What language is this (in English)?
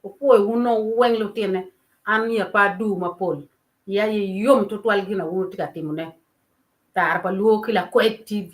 Acoli